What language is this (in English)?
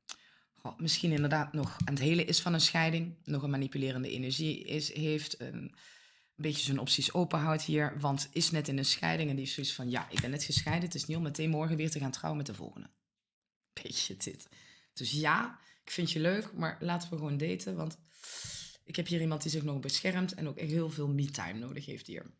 Dutch